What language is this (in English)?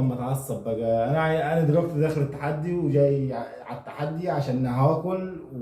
Egyptian Arabic